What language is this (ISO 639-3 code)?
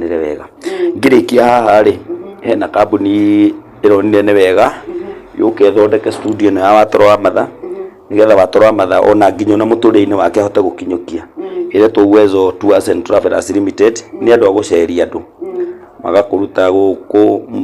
kik